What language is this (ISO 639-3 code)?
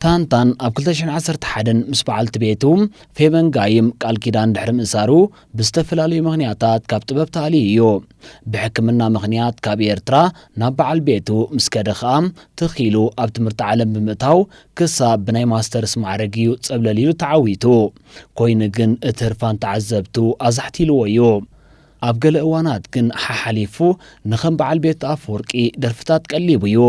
tir